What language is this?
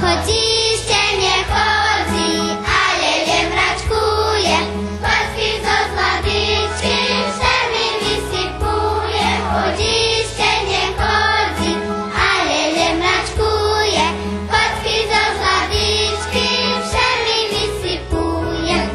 Rusyn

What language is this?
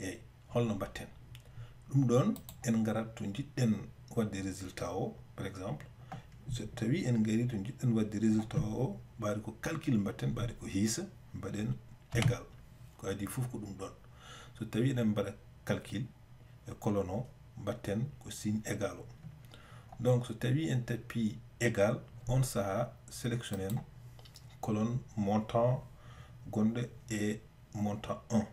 Fula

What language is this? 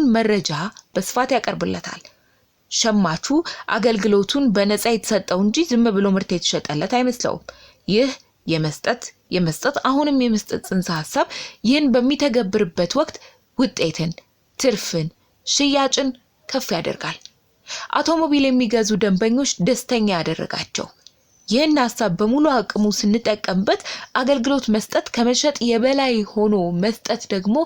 Amharic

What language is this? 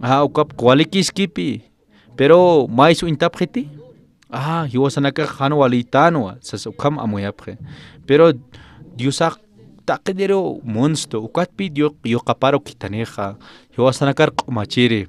Aymara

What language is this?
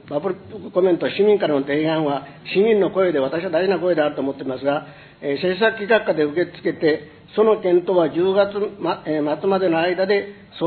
Japanese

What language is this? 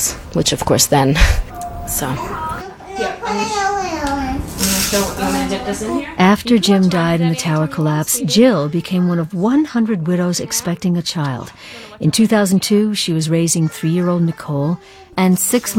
English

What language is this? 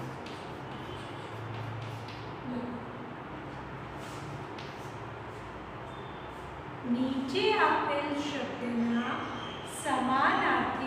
Gujarati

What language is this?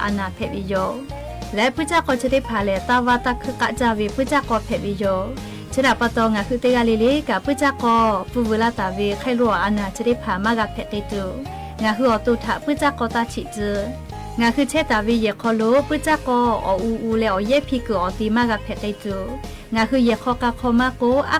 Lahu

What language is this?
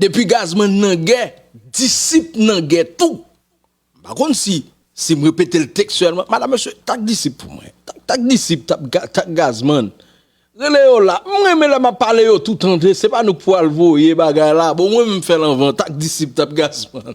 Haitian Creole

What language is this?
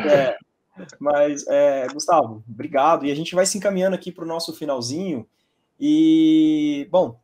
Portuguese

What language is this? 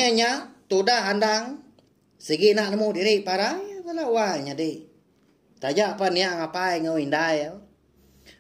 Iban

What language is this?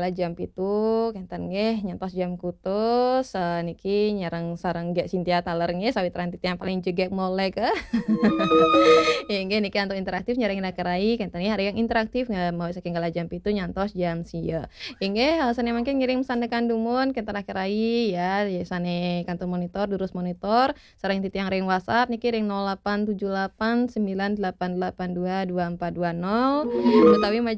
Balinese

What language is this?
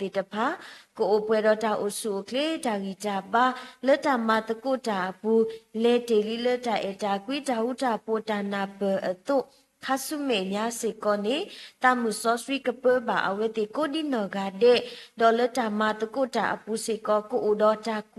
S'gaw Karen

